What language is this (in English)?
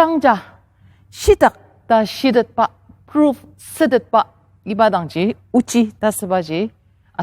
Ao Naga